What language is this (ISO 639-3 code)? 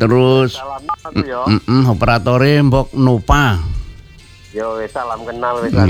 ind